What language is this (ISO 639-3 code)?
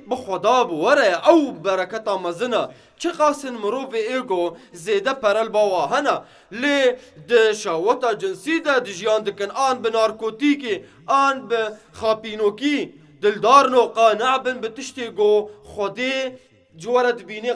kur